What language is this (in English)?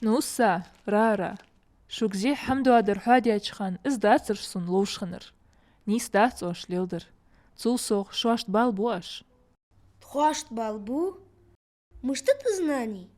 Ingush